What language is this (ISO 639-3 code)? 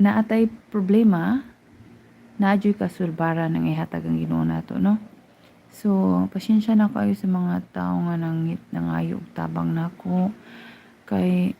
ceb